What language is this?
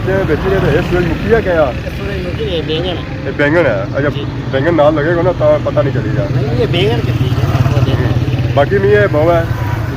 Pahari-Potwari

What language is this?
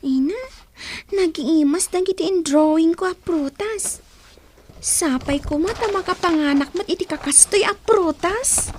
Iloko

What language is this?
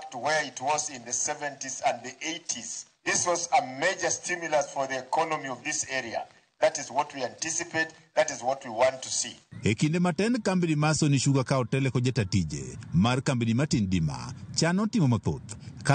Luo (Kenya and Tanzania)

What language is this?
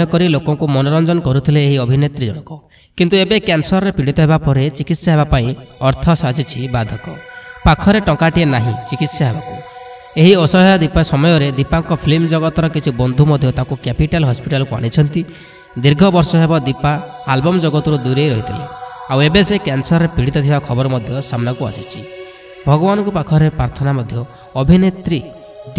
Odia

